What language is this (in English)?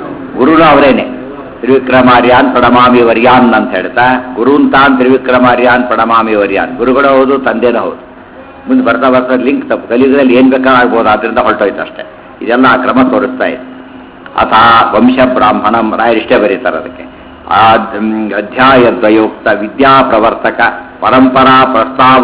Kannada